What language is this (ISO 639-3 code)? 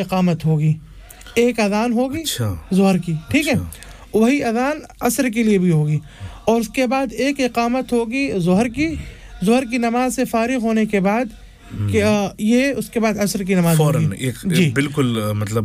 urd